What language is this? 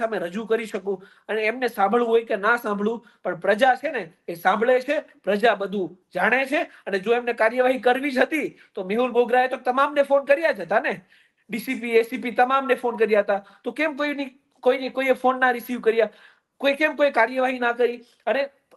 Gujarati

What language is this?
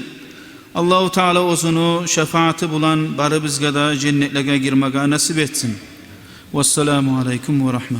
Kumyk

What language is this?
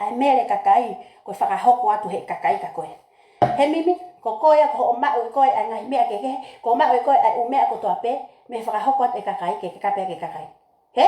Tongan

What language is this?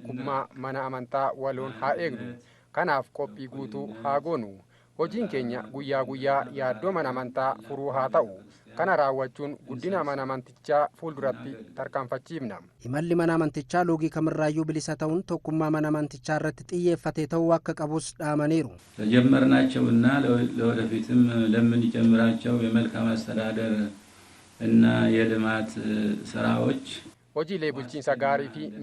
Oromo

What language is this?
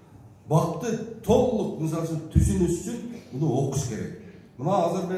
Kyrgyz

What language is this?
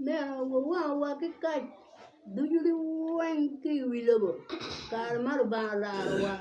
Acoli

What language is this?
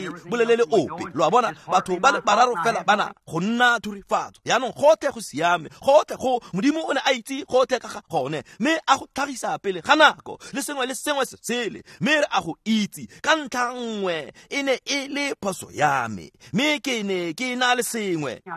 Tswana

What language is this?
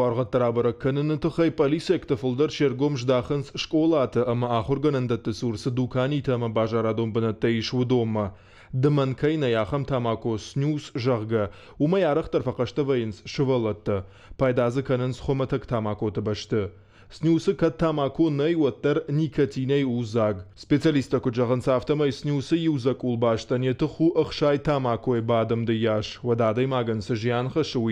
Ossetic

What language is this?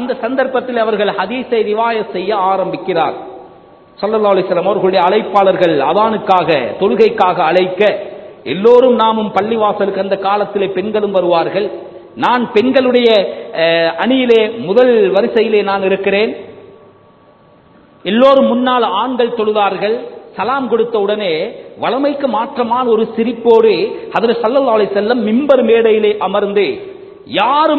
Tamil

